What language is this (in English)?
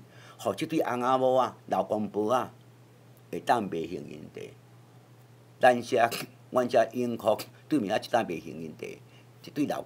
Min Nan Chinese